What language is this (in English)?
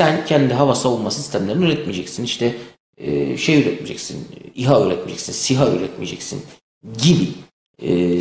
Turkish